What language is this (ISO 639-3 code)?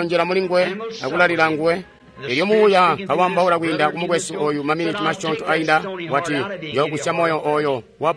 toi